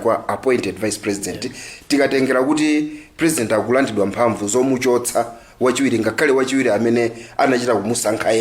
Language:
Nyanja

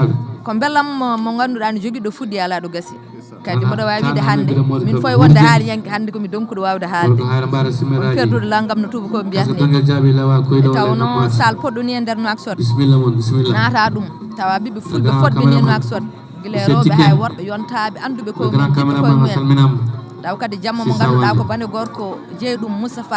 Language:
Fula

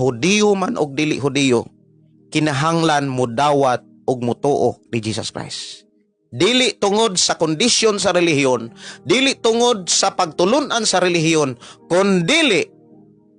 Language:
Cebuano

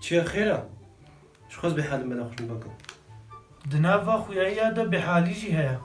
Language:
Kurdish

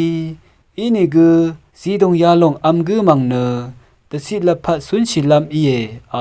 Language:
Rawang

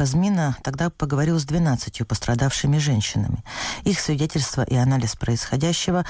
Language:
Russian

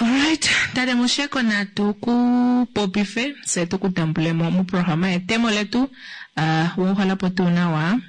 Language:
Kuanyama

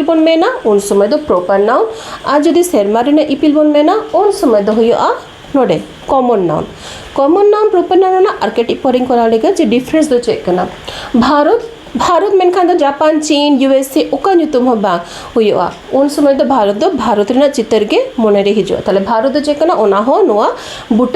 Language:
Santali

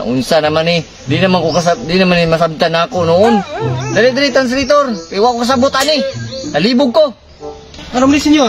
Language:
Cebuano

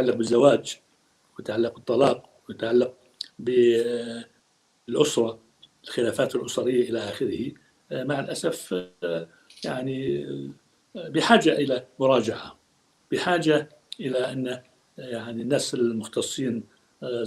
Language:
North Levantine Arabic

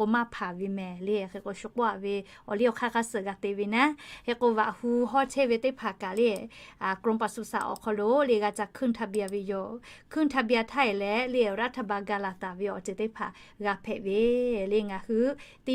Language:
Lahu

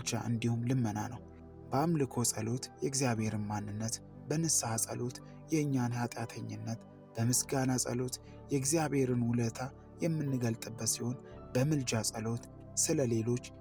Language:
Amharic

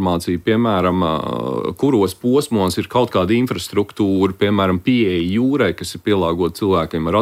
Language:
Latvian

